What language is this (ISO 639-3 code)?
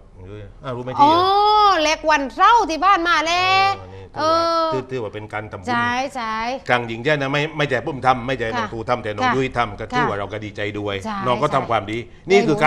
tha